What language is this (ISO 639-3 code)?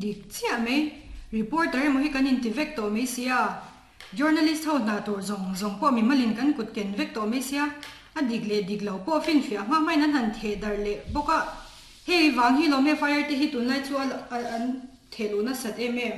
lus